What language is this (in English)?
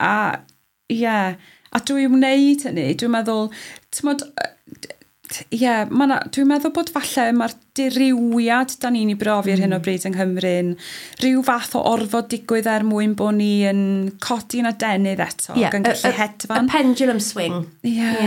Welsh